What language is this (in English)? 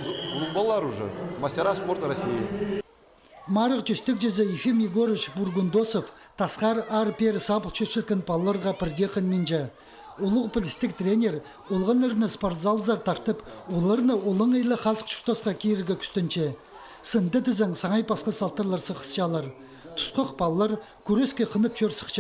Khakas